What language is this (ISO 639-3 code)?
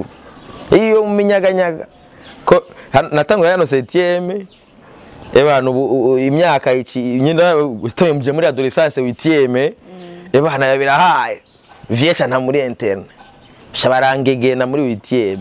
run